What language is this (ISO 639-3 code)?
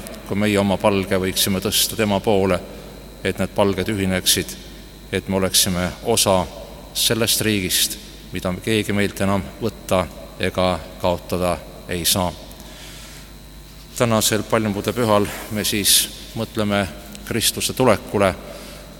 est